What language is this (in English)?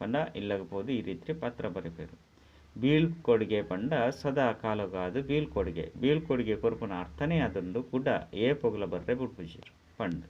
Tulu